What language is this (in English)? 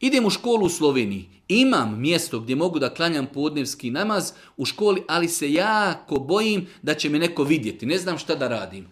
Bosnian